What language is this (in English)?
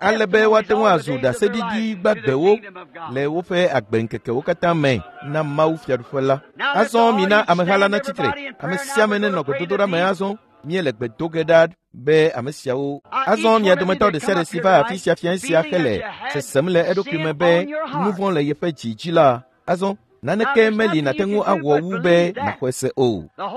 Ewe